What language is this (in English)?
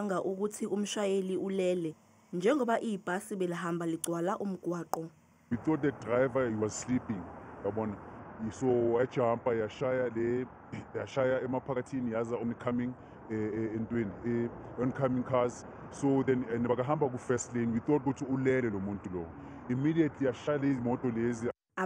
Zulu